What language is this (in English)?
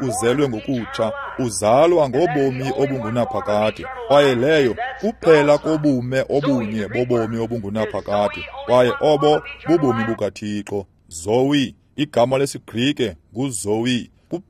Xhosa